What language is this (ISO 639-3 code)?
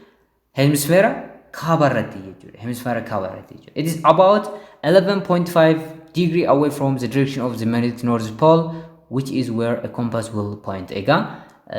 orm